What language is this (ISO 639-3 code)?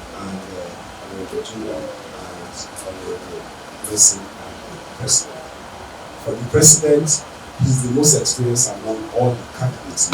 pcm